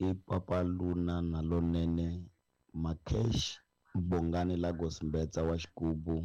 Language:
Tsonga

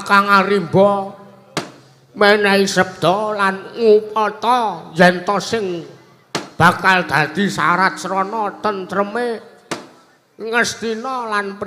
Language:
Javanese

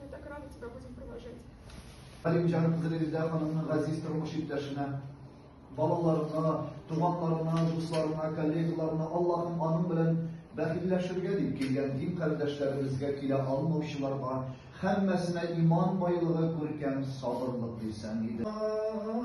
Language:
Tatar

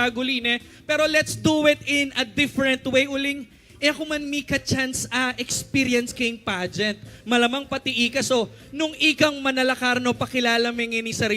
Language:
Pampanga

